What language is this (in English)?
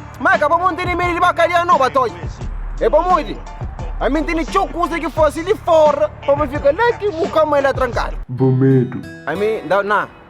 Kabuverdianu